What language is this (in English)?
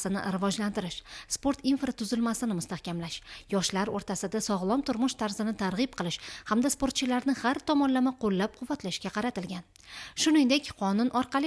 Uzbek